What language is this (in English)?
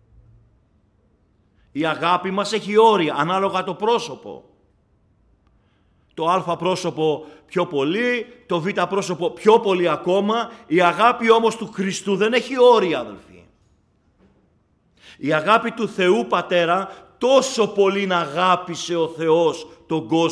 Greek